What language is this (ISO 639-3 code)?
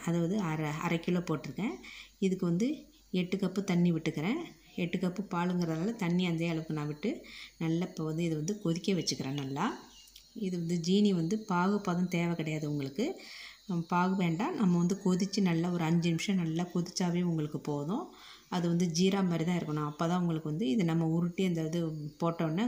tam